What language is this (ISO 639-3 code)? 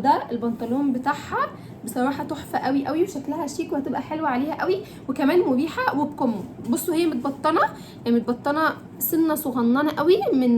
arz